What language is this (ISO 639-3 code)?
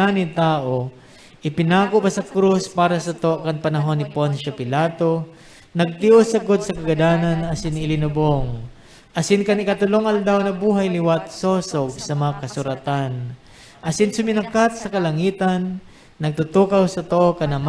bik